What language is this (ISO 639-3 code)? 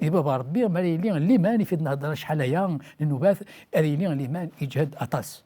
kab